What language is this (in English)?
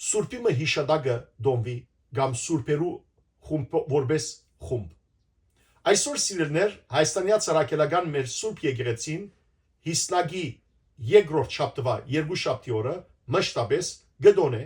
Western Armenian